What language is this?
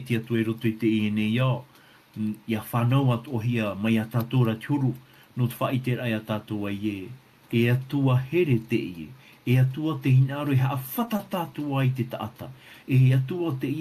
Tahitian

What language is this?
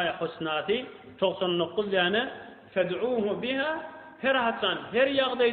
Turkmen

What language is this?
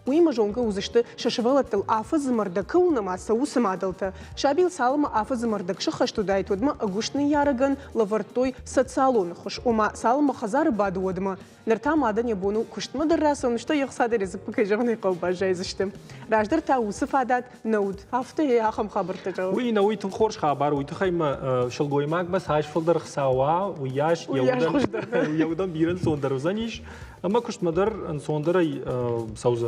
Ossetic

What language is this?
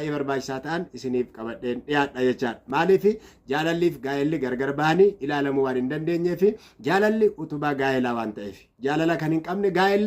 Oromo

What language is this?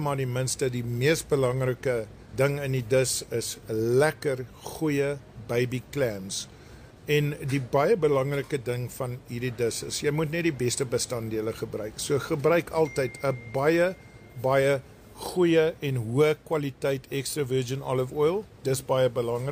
Afrikaans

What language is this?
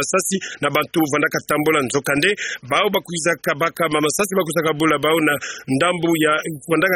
Kituba (Democratic Republic of Congo)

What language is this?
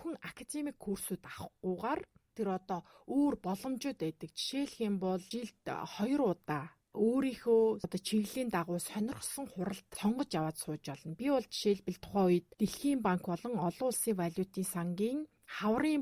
Mongolian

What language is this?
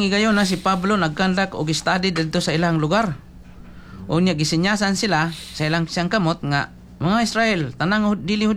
Cebuano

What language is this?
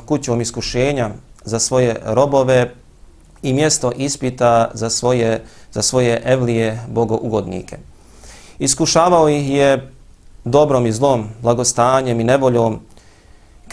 Bosnian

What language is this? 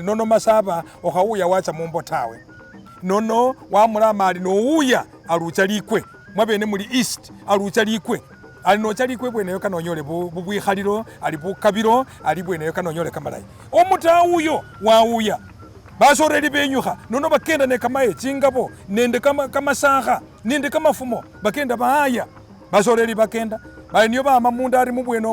Masaaba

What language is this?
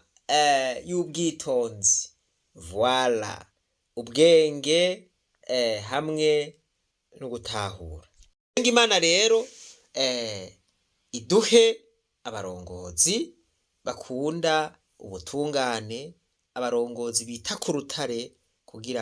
Rundi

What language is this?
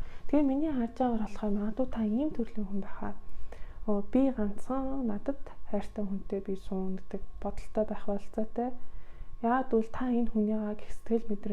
Mongolian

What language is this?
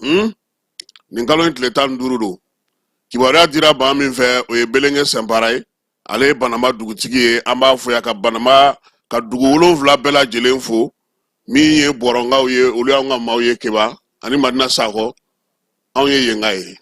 Bambara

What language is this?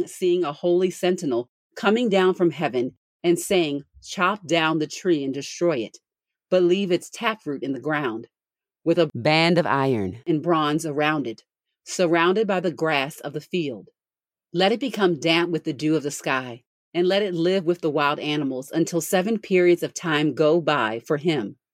English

